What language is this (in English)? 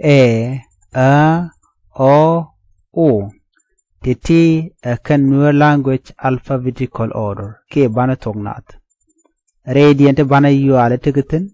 Nuer